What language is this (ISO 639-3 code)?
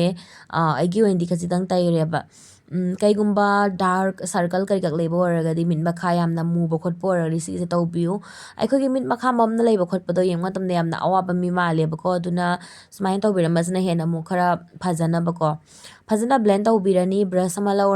mni